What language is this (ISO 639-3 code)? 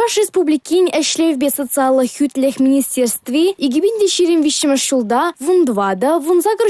chv